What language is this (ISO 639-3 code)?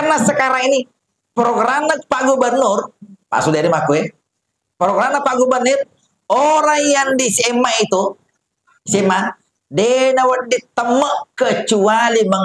bug